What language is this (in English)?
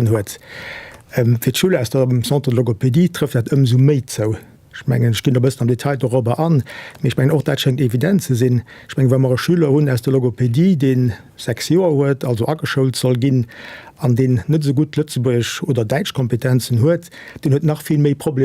Luxembourgish